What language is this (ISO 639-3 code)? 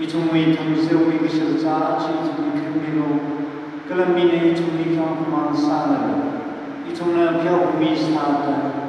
nmf